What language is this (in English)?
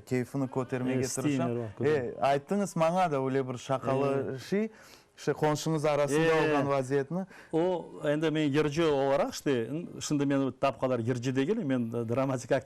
Crimean Tatar